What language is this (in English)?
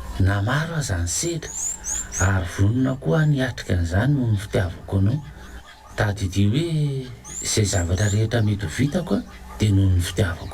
Malagasy